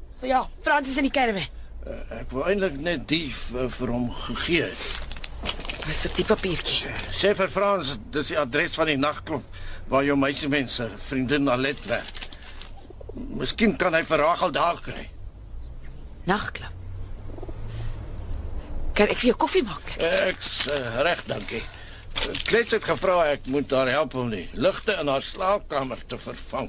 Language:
Afrikaans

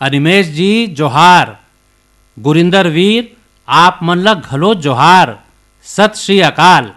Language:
Chhattisgarhi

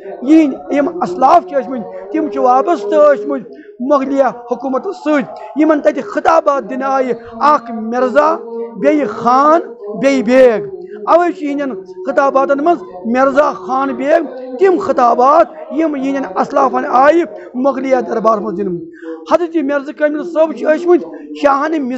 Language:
Kashmiri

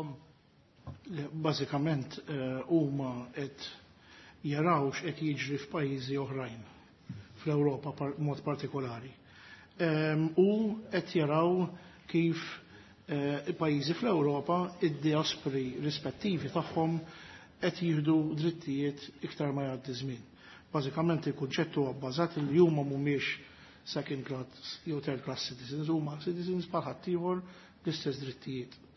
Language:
Maltese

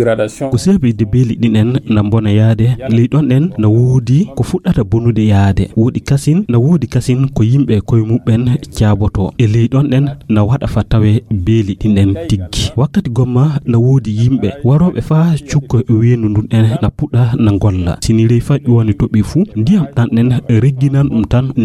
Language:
Fula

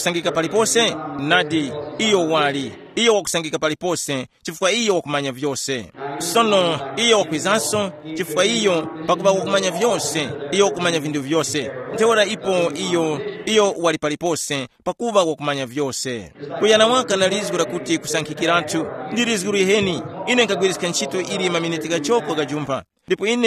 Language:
Tumbuka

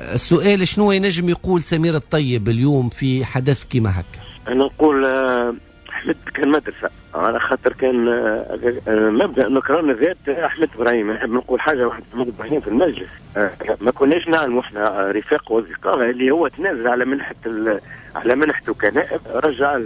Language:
Tunisian Arabic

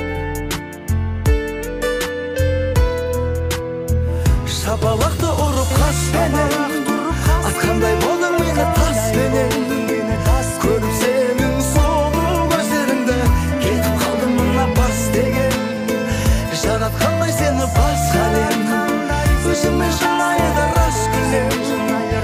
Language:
Kazakh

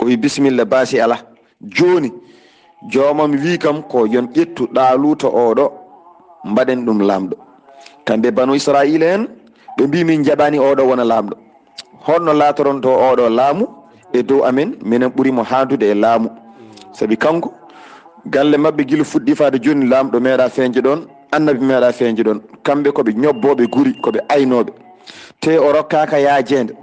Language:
Fula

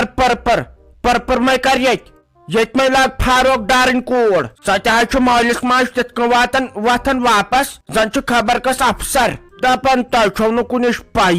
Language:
Kashmiri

